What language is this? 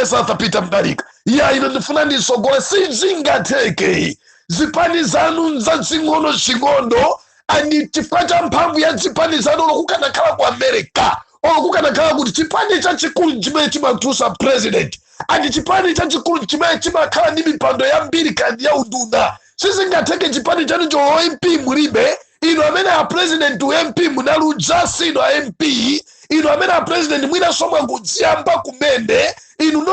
Nyanja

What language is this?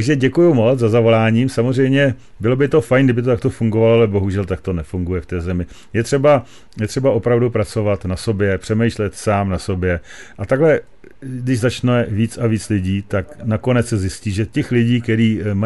Czech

